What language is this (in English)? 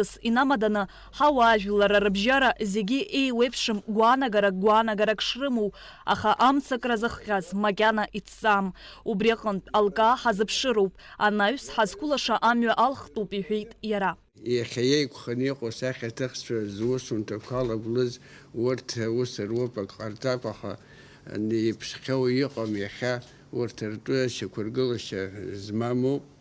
Abkhazian